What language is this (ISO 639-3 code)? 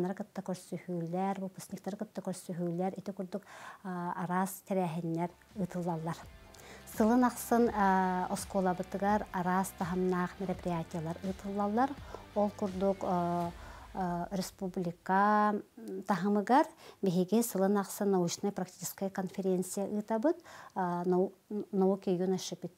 sah